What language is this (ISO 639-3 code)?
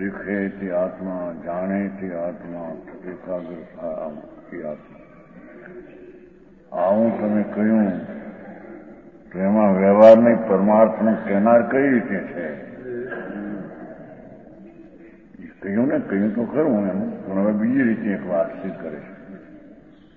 guj